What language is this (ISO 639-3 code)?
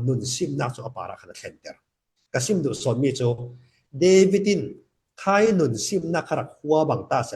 cfm